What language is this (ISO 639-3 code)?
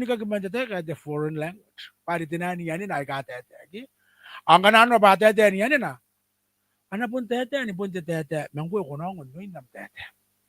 gil